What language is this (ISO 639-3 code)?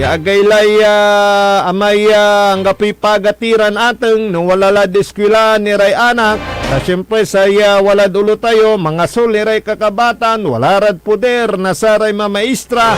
pag